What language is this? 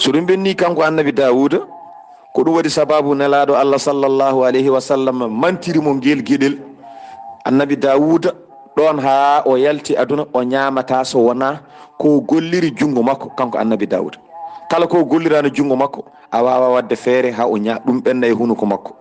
Fula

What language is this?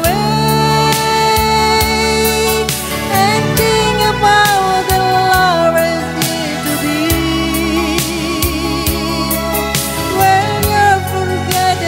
Indonesian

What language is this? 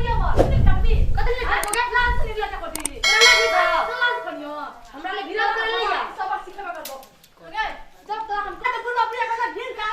Maithili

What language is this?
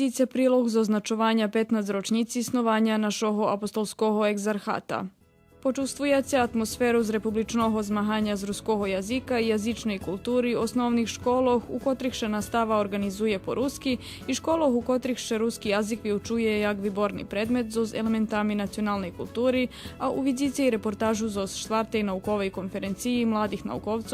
Rusyn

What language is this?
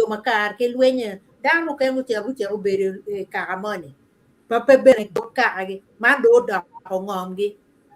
Acoli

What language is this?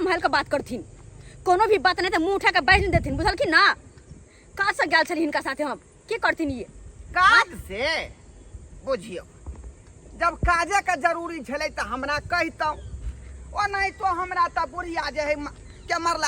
Maithili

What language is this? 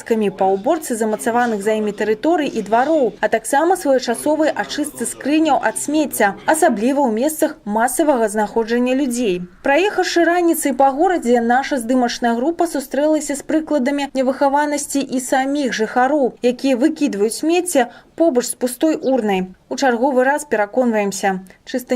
Belarusian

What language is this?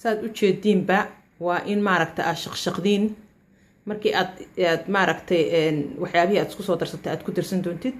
Somali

